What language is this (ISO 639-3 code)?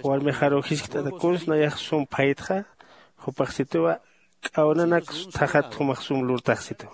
aym